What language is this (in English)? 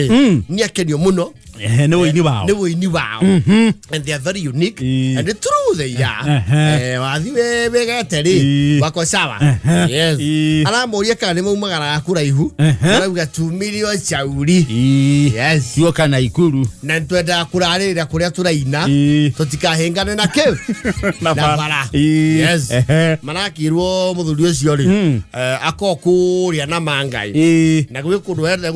Kikuyu